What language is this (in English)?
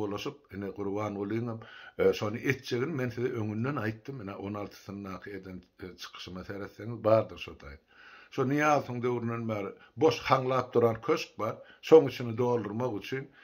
Turkmen